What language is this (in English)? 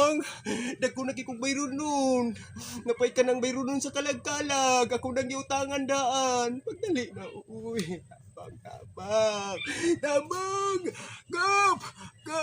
Cebuano